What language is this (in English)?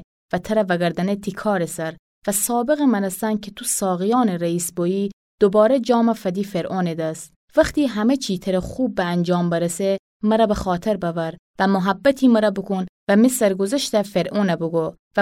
Gilaki